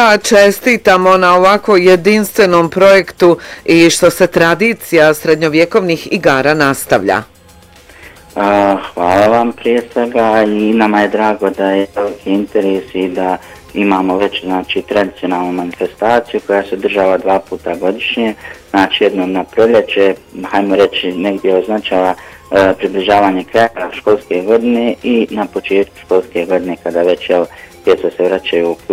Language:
Bosnian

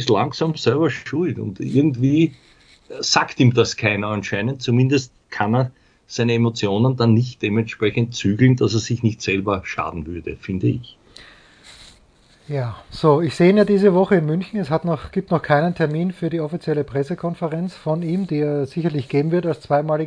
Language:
German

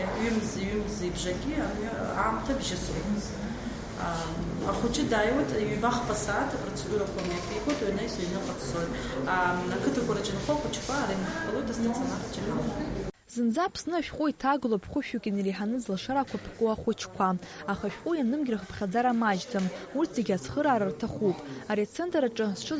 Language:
Abkhazian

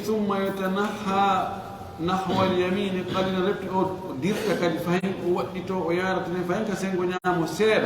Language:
Fula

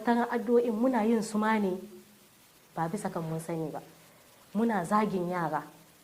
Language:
Hausa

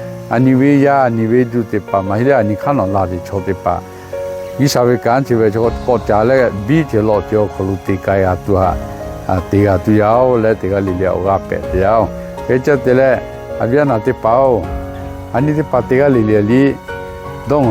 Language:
Lahu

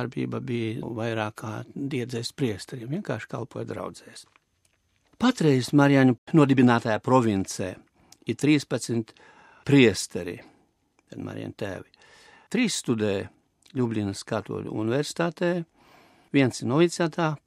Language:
Latvian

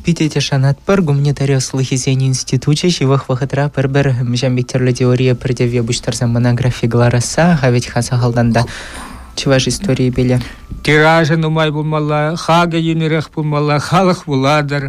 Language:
Chuvash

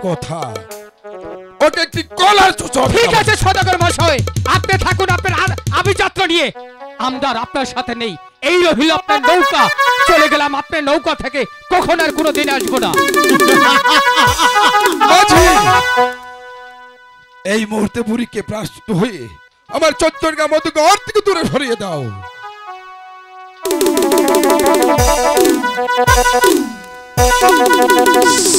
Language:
Bangla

